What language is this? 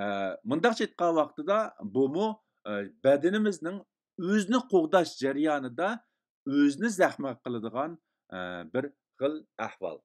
Uyghur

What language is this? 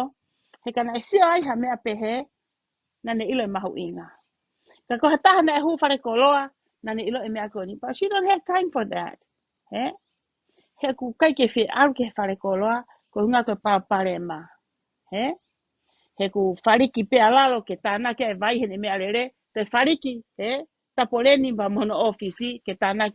Tongan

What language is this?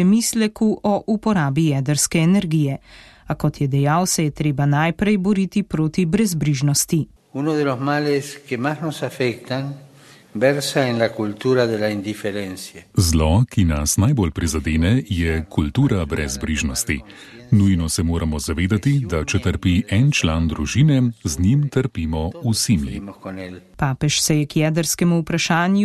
Slovenian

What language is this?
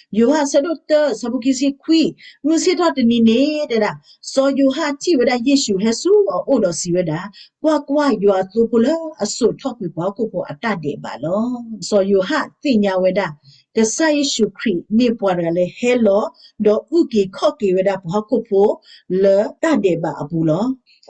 S'gaw Karen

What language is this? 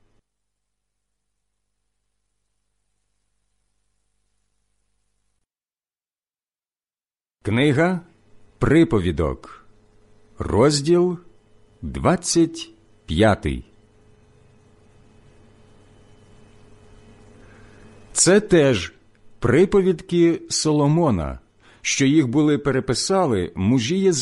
Ukrainian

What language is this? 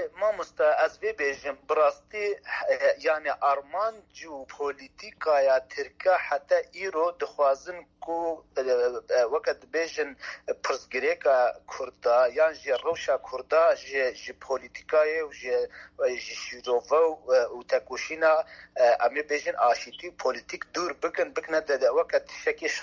Kurdish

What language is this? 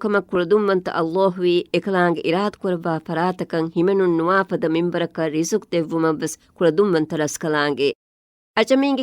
Divehi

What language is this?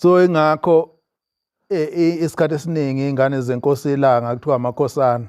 Zulu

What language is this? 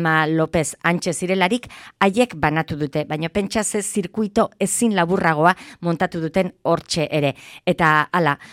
Basque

